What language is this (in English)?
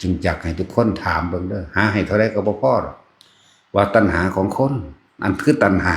Northeastern Thai